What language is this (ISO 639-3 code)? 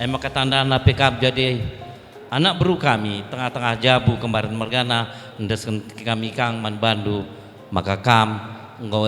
btx